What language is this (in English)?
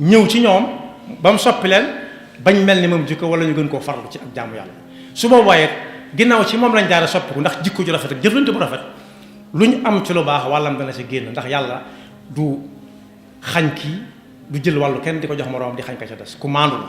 Wolof